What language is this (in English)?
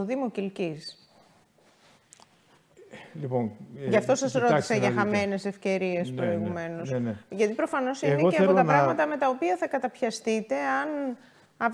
Greek